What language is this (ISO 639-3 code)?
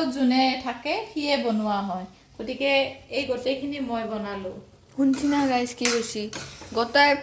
asm